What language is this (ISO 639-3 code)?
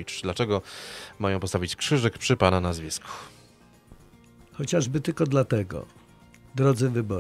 pol